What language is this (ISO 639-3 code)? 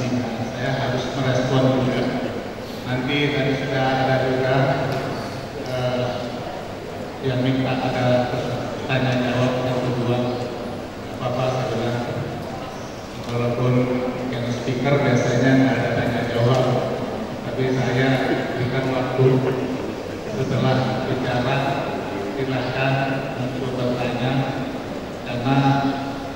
ind